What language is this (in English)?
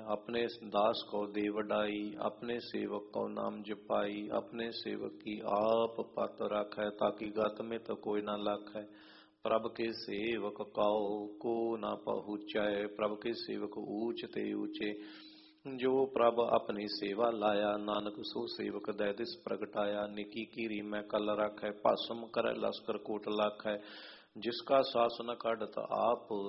Punjabi